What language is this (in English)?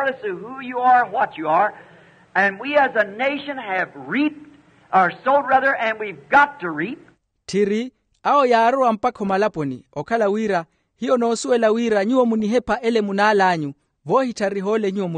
Makhuwa